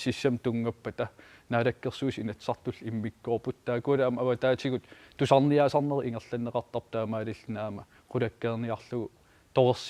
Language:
Kalaallisut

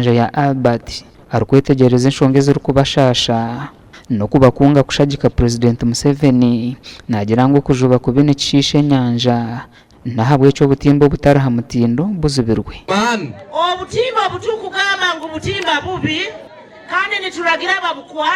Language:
Nyankole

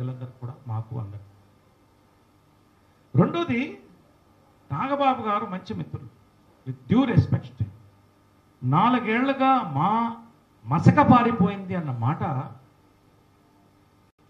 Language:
Telugu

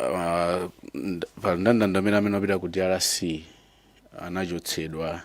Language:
Nyanja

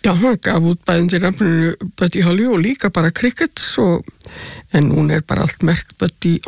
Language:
Icelandic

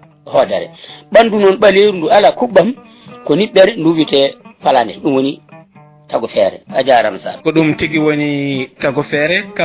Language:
Fula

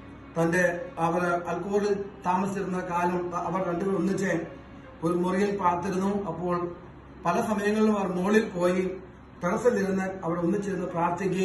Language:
Malayalam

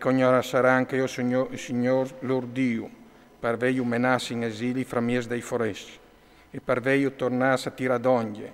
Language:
Friulian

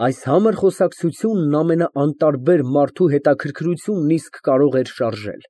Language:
Armenian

